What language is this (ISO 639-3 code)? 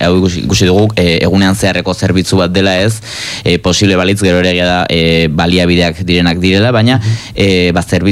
eus